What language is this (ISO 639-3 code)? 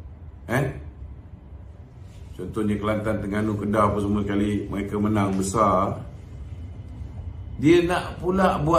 msa